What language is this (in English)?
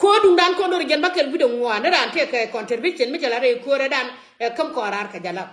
Nuer